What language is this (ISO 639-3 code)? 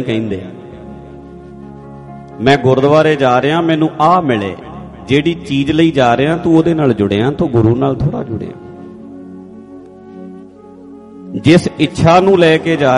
pan